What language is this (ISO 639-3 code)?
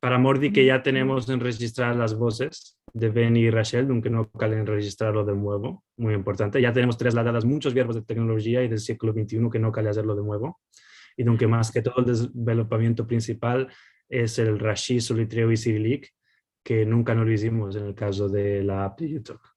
lad